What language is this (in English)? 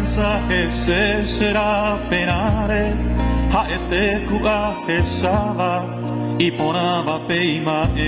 Guarani